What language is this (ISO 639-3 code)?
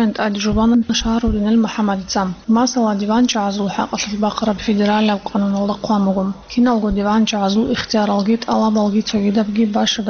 ava